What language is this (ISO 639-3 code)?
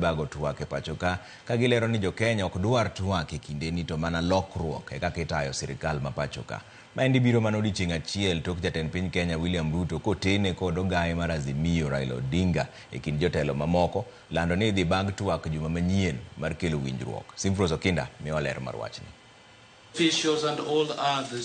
luo